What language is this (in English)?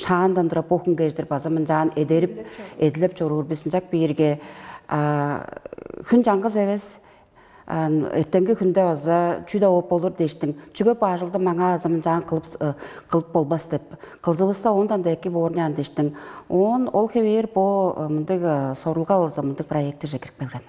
Tuvinian